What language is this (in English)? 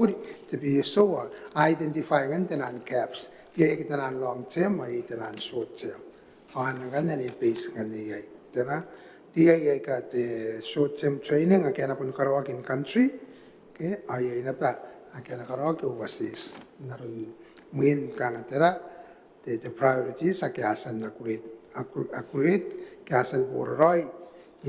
Gilbertese